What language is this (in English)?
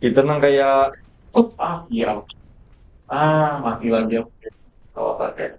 Banjar